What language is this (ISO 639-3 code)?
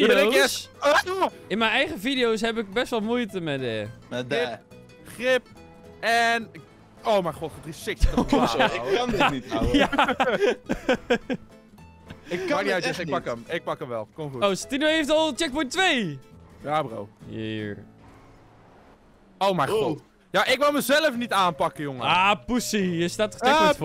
nld